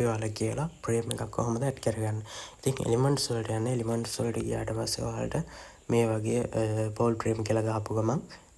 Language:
Sinhala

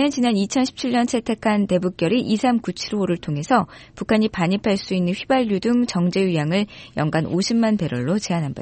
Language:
Korean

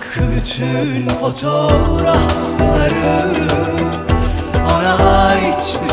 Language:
Turkish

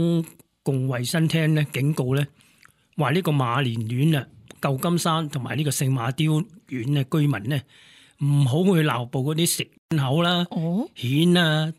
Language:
Cantonese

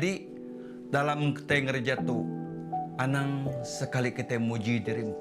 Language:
Iban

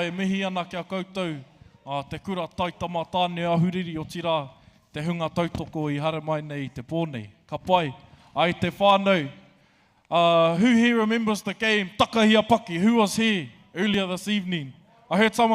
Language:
Māori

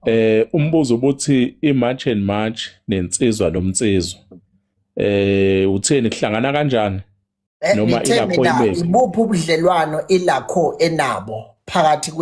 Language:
Zulu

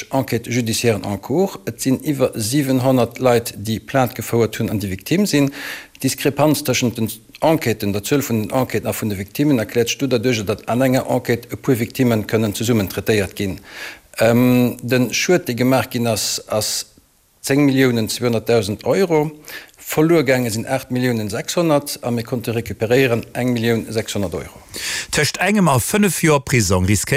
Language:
Luxembourgish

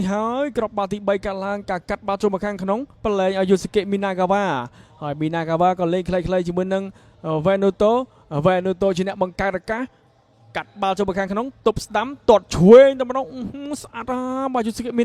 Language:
Khmer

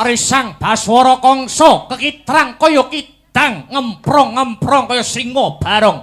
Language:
Javanese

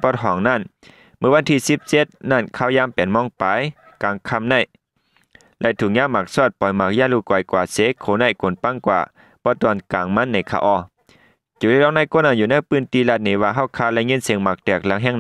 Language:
Shan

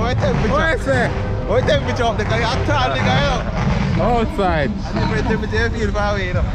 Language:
Jamaican Creole English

